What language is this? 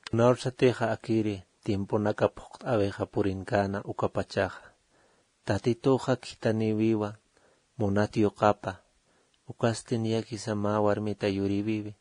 Aymara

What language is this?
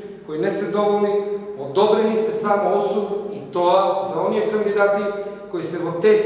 Macedonian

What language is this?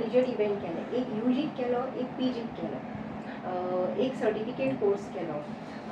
Konkani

